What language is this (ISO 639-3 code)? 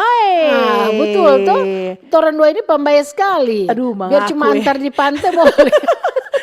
xmm